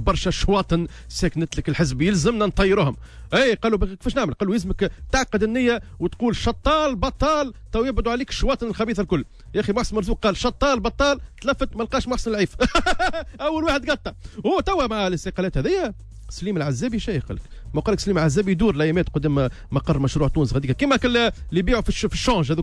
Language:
Tunisian Arabic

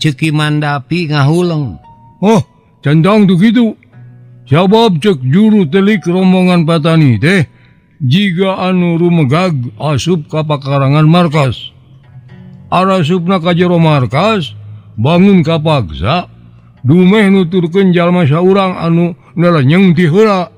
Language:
Sundanese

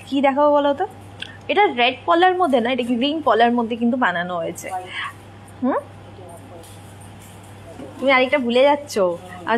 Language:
Bangla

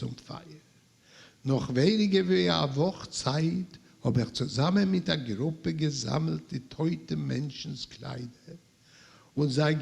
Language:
Yiddish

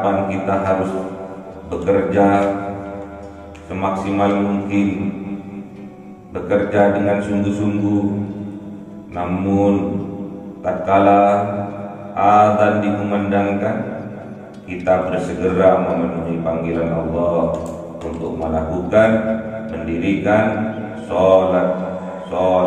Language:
Indonesian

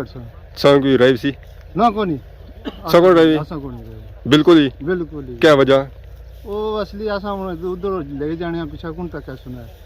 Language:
Pahari-Potwari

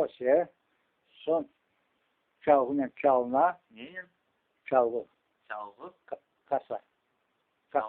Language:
Crimean Tatar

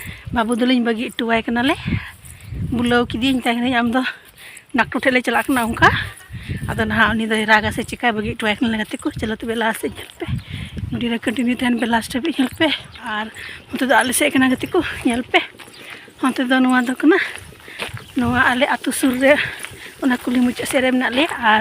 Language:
Santali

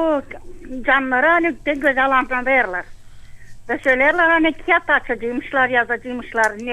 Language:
Gagauz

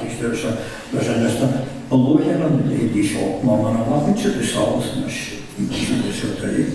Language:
Irish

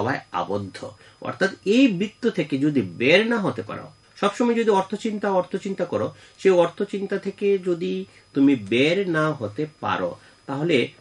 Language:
Bangla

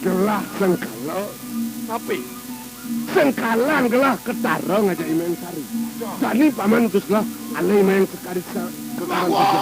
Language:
Balinese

